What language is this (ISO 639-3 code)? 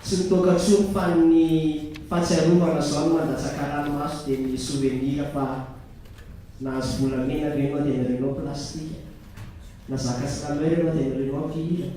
mlg